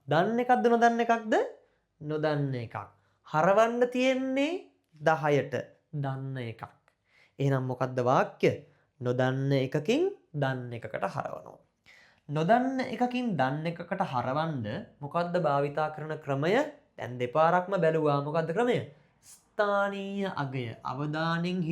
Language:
Sinhala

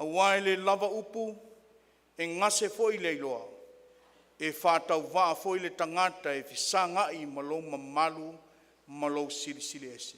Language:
Samoan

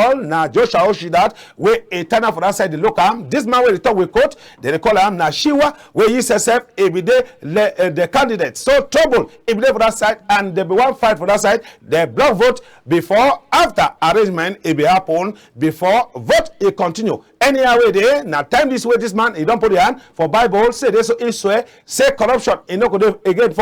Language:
Cameroon Pidgin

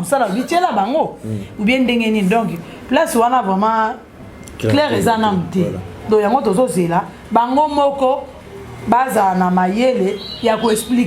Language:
Lingala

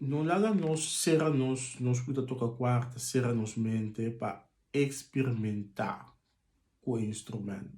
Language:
Papiamento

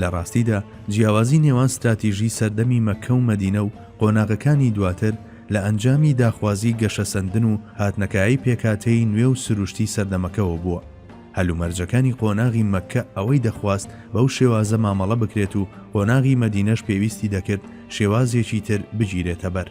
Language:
Central Kurdish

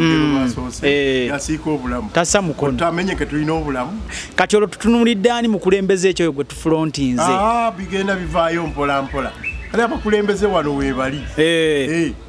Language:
Ganda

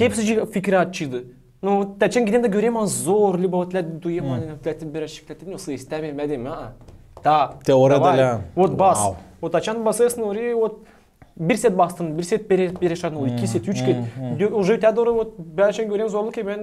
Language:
Gagauz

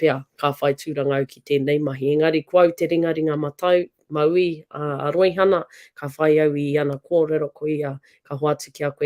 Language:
Māori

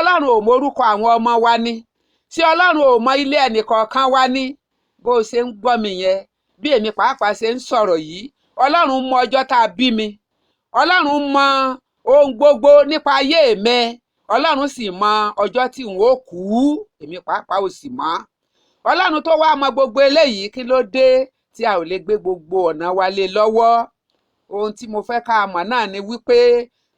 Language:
Yoruba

